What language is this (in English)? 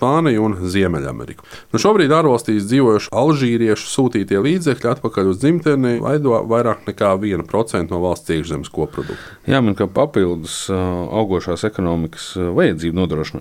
Latvian